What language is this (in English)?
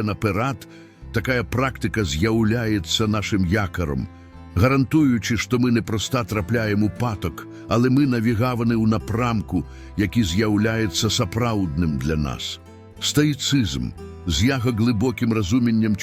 Belarusian